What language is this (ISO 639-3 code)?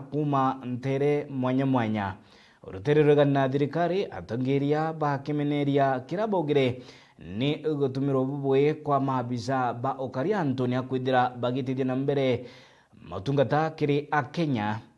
mer